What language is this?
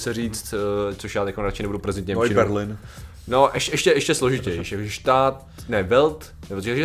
Czech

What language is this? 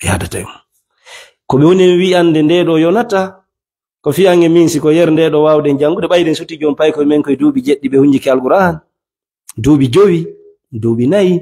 Fula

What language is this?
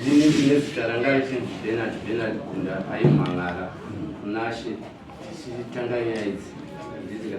Shona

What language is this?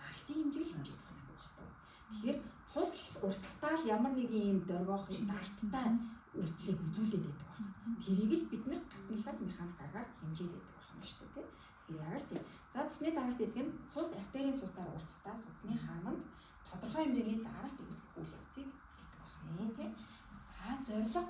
Mongolian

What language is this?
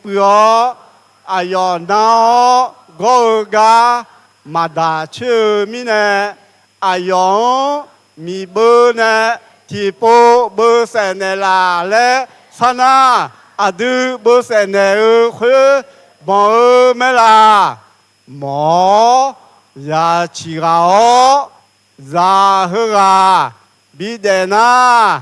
Akha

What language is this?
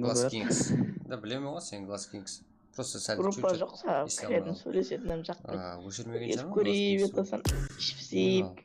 Kara-Kalpak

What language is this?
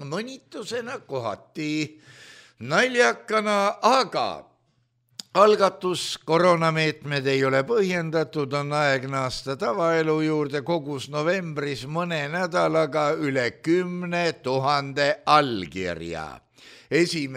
Estonian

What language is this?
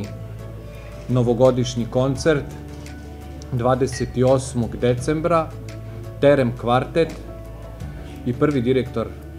Serbian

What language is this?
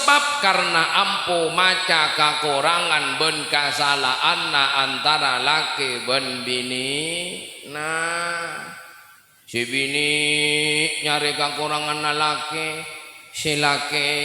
Madurese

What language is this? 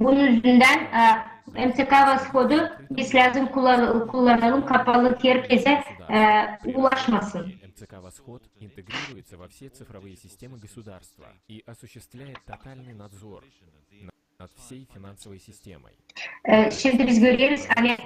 Gagauz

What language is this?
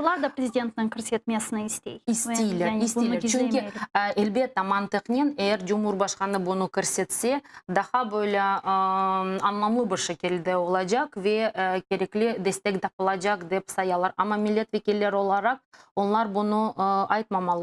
Crimean Tatar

